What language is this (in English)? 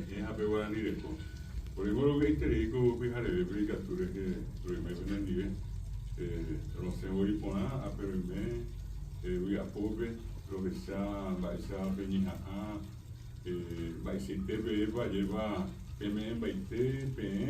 Guarani